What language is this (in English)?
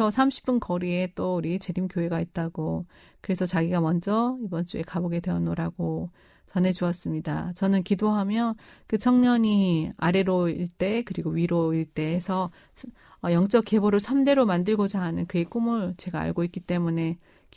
Korean